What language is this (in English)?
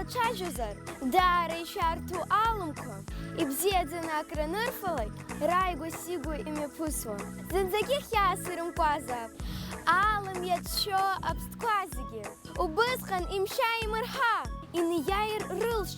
Abkhazian